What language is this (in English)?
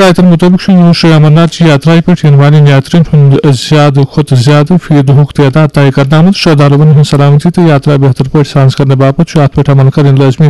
Kashmiri